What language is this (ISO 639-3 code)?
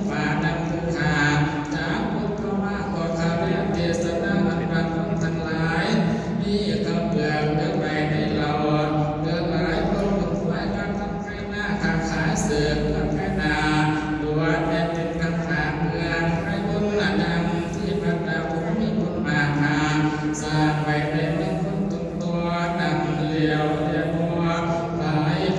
tts